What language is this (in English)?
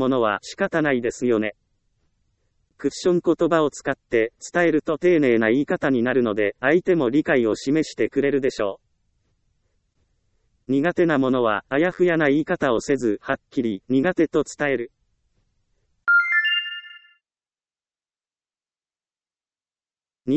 Japanese